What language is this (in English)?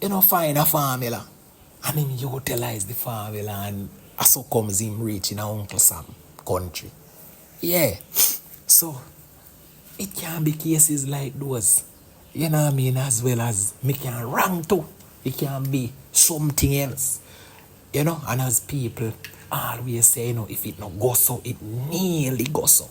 Jamaican Creole English